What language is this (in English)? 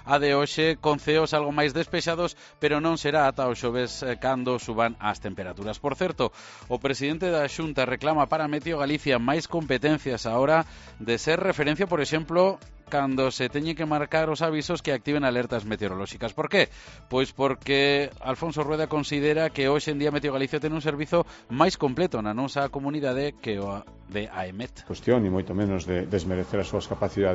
Galician